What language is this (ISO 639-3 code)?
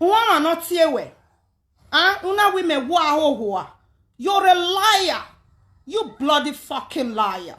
pcm